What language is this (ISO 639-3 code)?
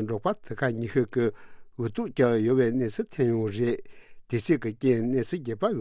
bod